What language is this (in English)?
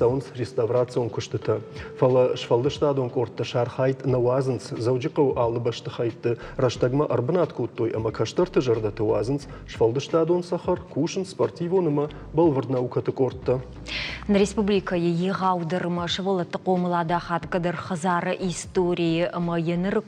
Ossetic